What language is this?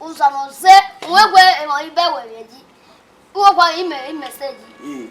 Bini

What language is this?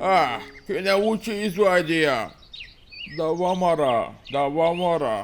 Lezghian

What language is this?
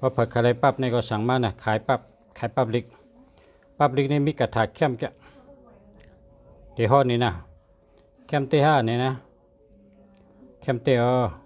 Shan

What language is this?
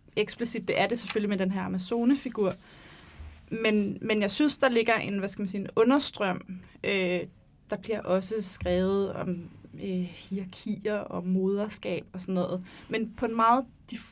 Danish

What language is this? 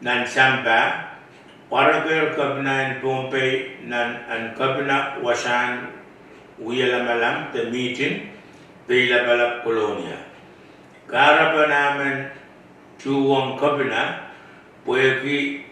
Pohnpeian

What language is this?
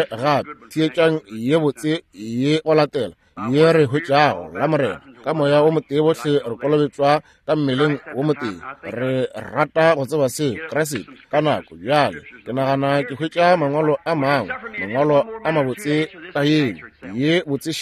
Northern Sotho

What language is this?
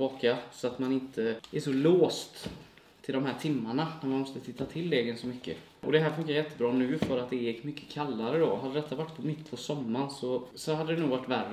Swedish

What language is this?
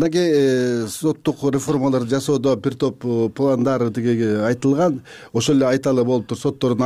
Kyrgyz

